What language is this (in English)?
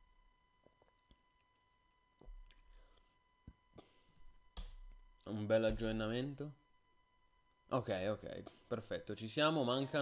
Italian